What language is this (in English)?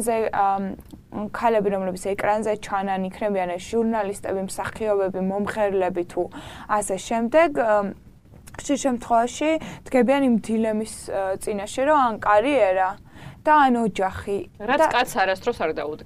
Georgian